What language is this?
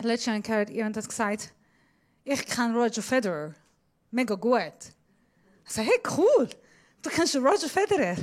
Swiss German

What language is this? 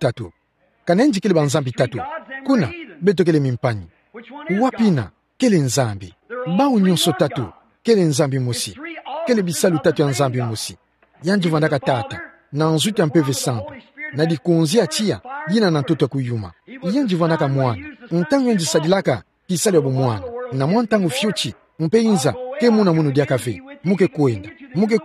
Kituba (Democratic Republic of Congo)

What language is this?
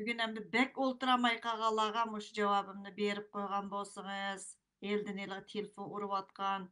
Uyghur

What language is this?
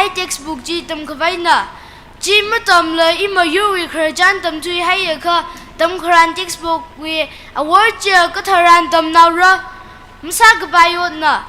Tangkhul Naga (India)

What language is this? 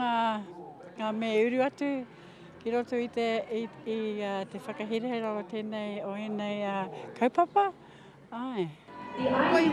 Māori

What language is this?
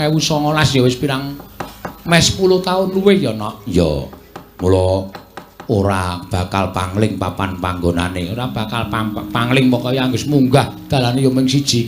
Javanese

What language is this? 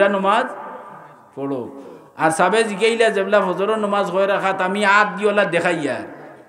Sylheti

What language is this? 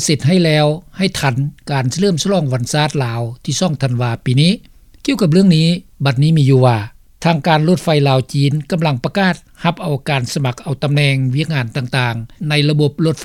Lao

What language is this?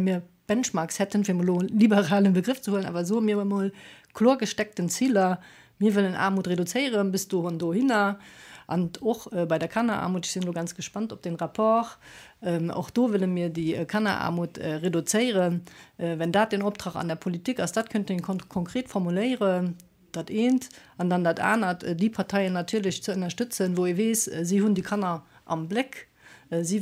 Luxembourgish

